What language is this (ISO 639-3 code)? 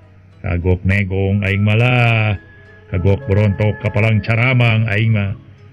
sun